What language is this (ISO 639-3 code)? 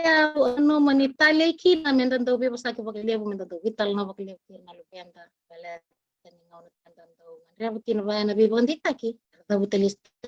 fij